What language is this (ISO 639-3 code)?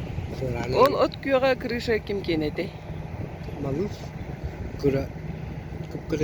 sah